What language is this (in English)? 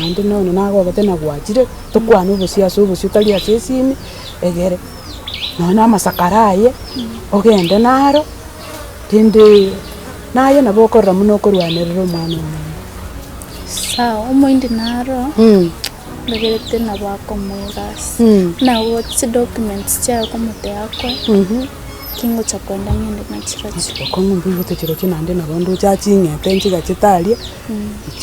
Gusii